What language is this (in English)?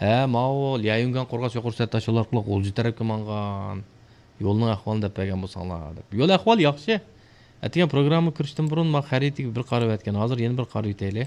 Uyghur